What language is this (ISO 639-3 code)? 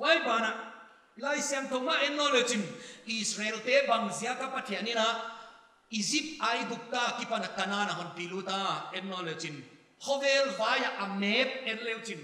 pck